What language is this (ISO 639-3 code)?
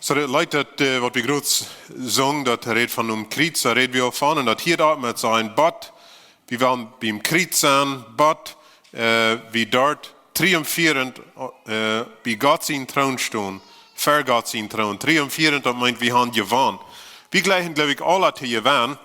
pdt